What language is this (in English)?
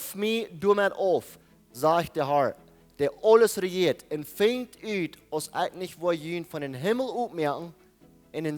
Plautdietsch